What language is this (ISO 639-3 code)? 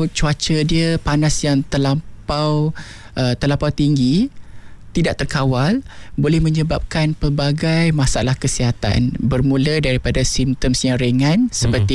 msa